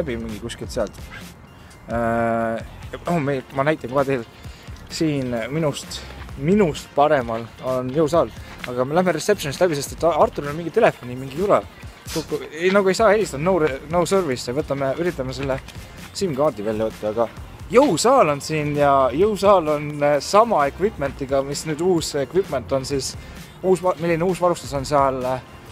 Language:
Estonian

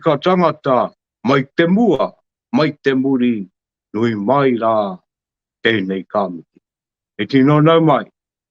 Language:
Māori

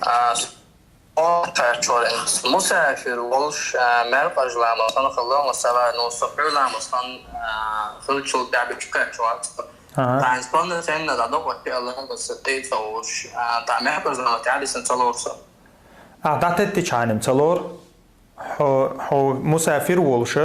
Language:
Chechen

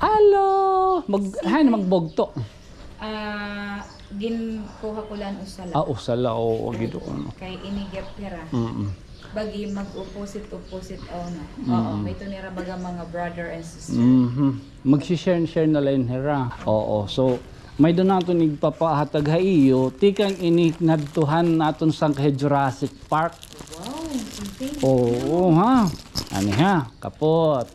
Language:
Waray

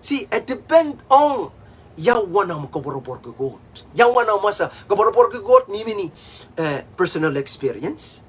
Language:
Pohnpeian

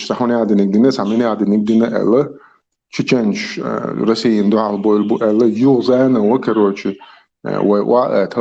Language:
Chechen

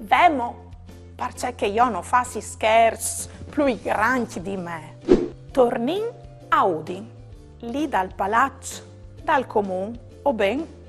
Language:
Friulian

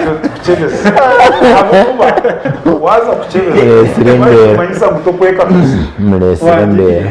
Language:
Nyankole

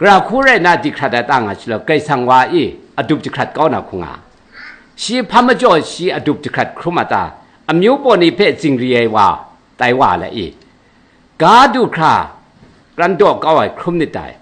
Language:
Kachin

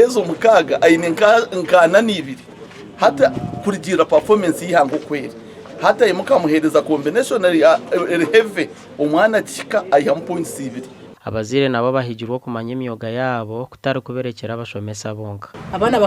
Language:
Nyankole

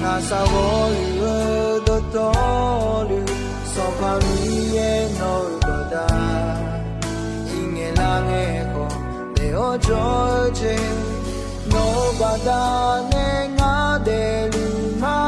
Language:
Akha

